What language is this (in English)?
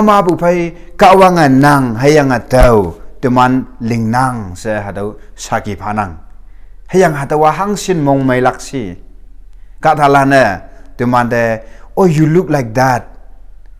Konyak Naga